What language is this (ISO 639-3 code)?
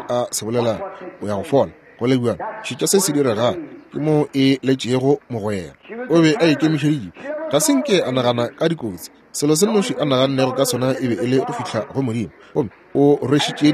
nso